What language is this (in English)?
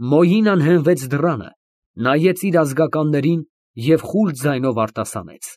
Armenian